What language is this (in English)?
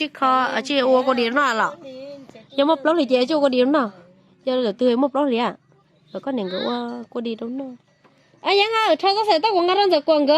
Hmong